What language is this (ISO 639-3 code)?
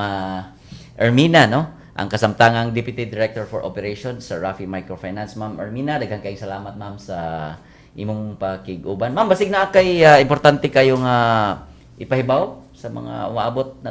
ceb